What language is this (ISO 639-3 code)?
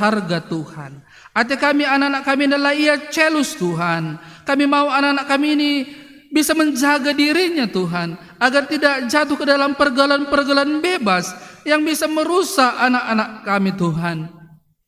btx